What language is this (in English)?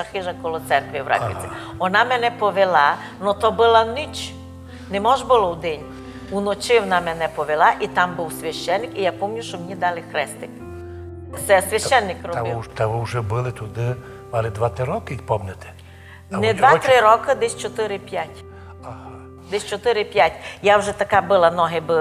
Rusyn